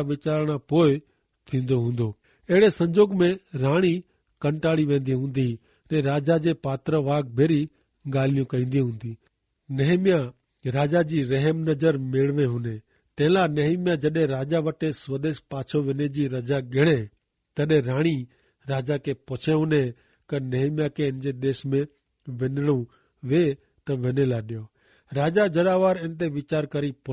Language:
Kachhi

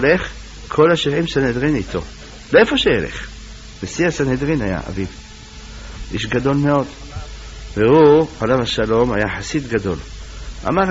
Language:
Hebrew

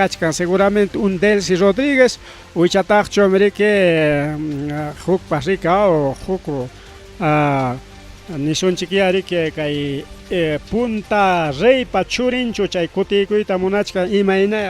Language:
Ayacucho Quechua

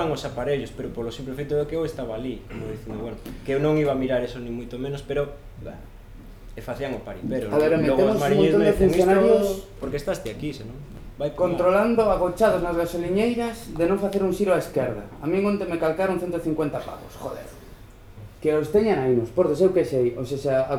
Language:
Galician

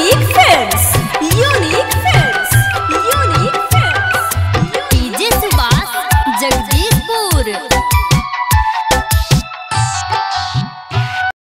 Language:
Bhojpuri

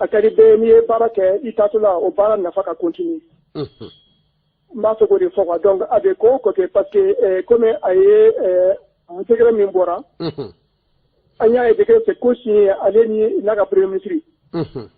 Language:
Bambara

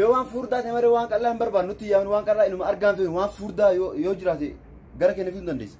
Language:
Oromo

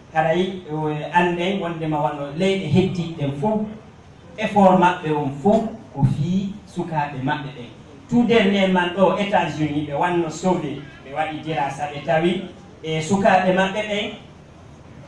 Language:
Fula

